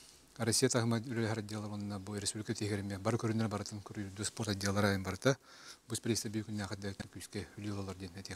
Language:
Yakut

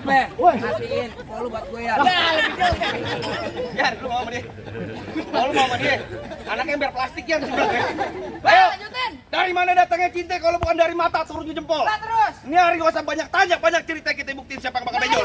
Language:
Betawi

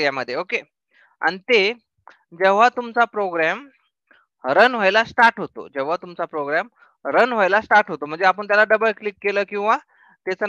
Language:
Marathi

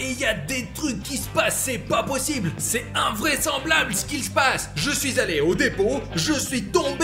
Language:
French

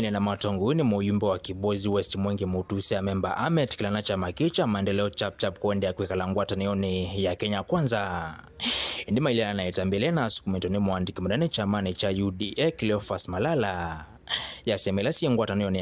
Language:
Kamba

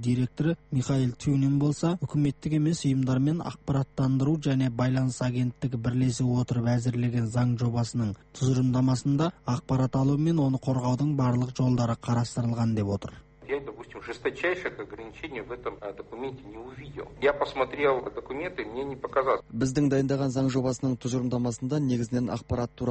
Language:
Kazakh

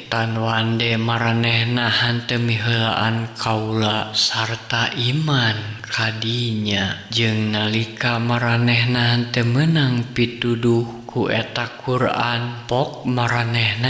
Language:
Sundanese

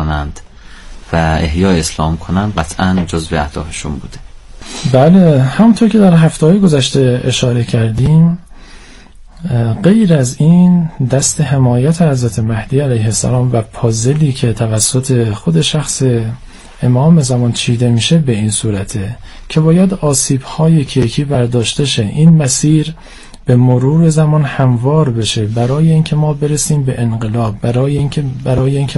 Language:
Persian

